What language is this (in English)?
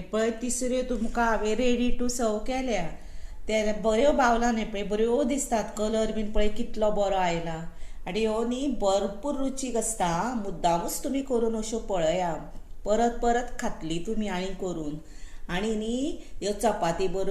Konkani